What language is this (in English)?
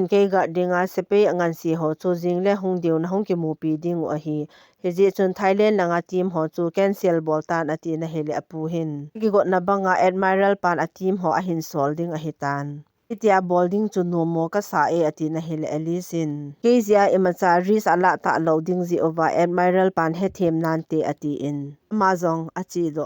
Thado Chin